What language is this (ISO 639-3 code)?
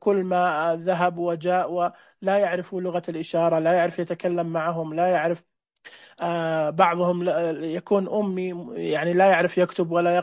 ars